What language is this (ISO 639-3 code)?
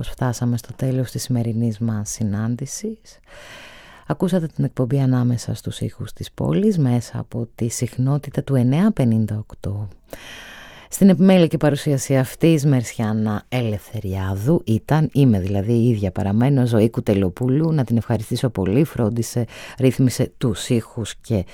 ell